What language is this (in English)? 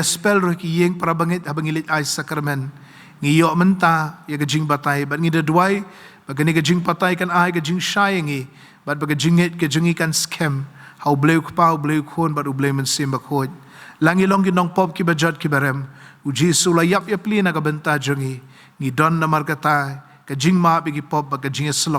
Khasi